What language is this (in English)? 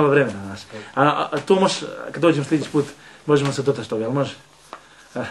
Bosnian